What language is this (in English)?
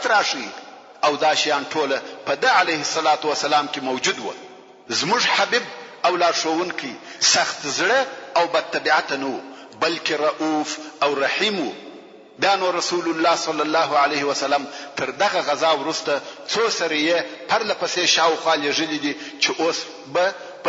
Pashto